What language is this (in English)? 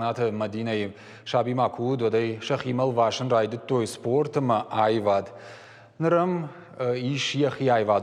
Ossetic